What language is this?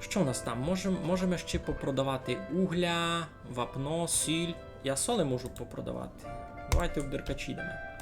Rusyn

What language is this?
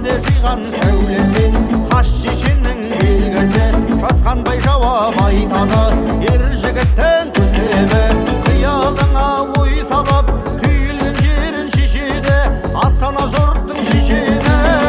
Kazakh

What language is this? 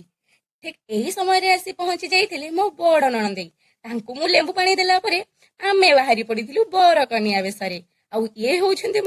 Odia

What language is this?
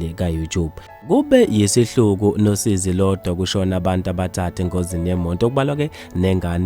Zulu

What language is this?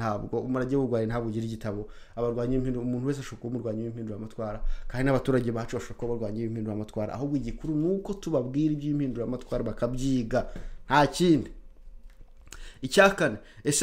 Kinyarwanda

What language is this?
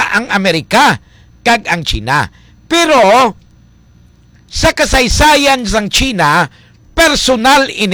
Hiligaynon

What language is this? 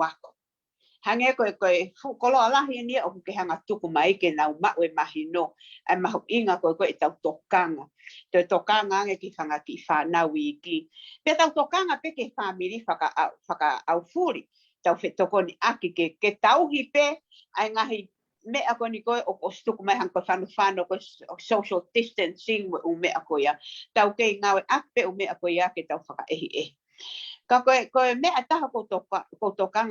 Tongan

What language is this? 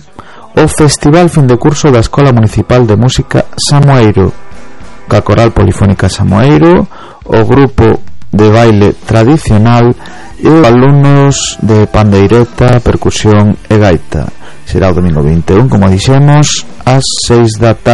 Galician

